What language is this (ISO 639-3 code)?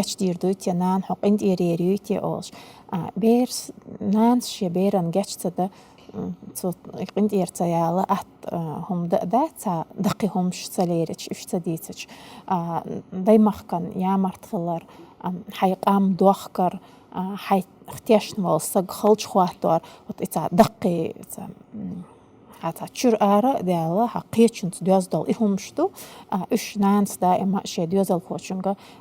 che